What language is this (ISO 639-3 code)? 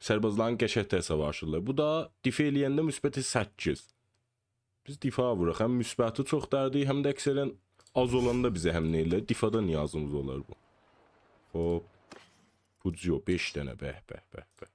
azb